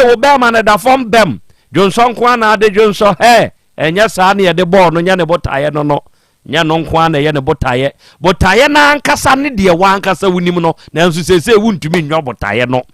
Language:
Akan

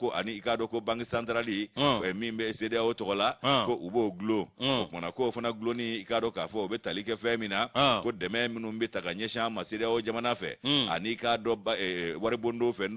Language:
Bambara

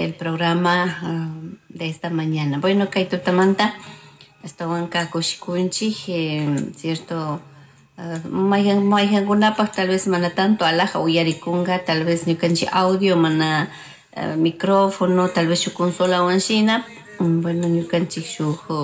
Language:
Chimborazo Highland Quichua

